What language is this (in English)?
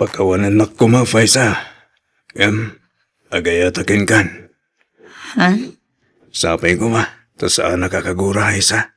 Iloko